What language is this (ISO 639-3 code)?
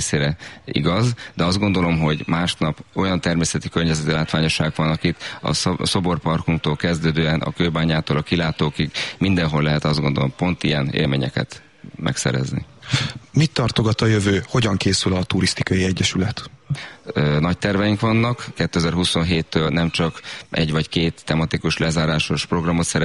hun